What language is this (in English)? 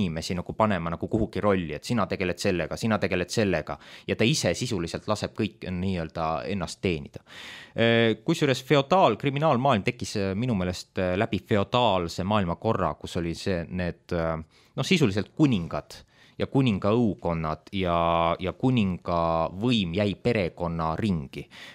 Estonian